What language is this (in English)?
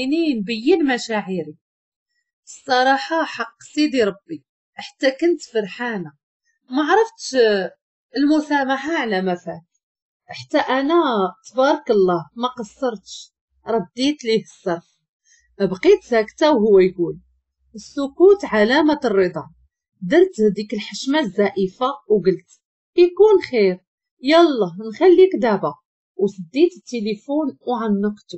Moroccan Arabic